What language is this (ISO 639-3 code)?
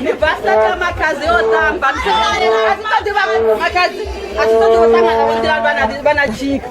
ven